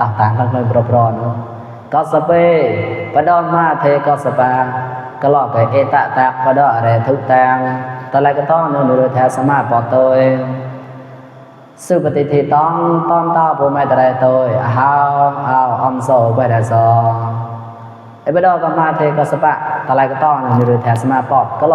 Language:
Mon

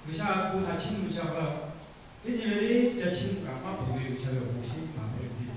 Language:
Lahu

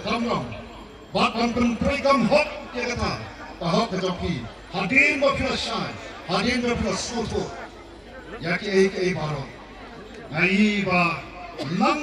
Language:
Khasi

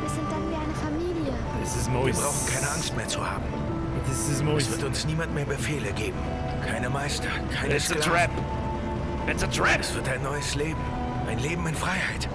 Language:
Bavarian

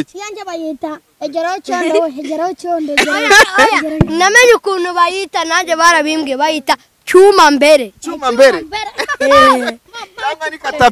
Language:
Kinyarwanda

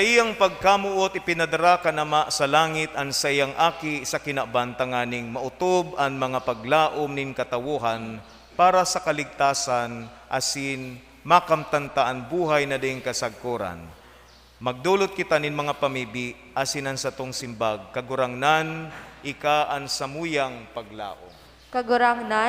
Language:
Bikol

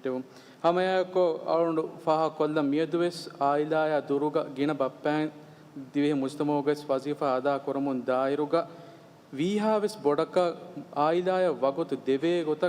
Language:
Divehi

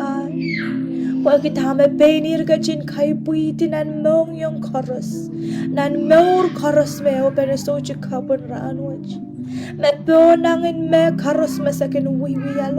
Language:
Pohnpeian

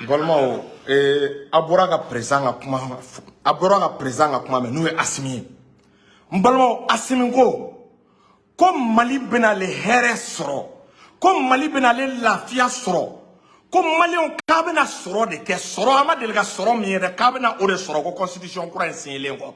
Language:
Bambara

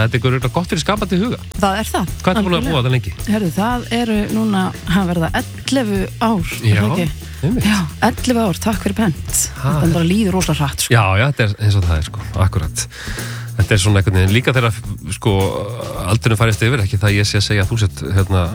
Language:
Icelandic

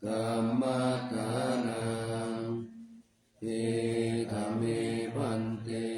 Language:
Pali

